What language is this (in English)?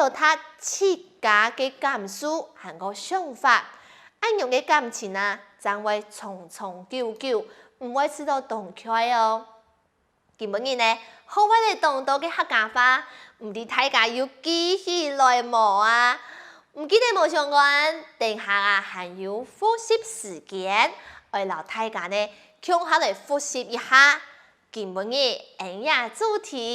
Hakka Chinese